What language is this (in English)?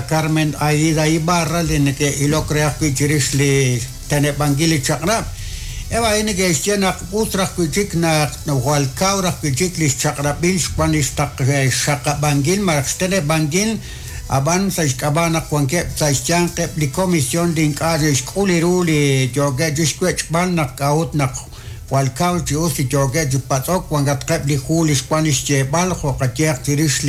Kekchí